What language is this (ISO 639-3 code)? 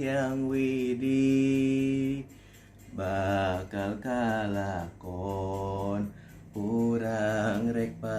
sun